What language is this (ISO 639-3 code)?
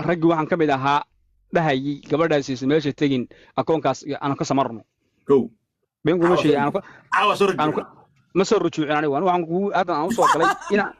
som